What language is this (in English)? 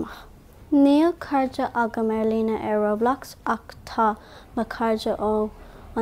Irish